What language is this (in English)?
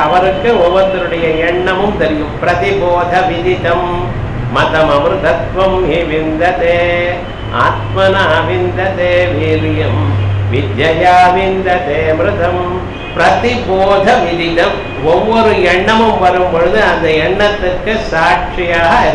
Tamil